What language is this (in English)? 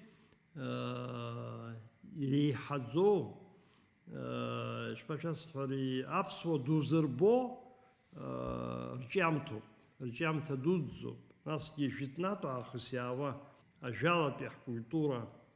Abkhazian